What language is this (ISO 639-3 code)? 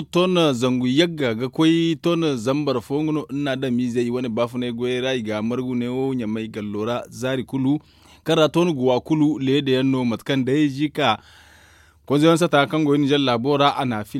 dje